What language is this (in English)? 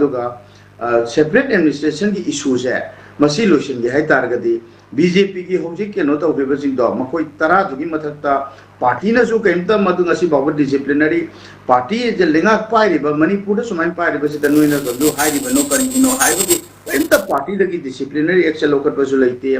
Manipuri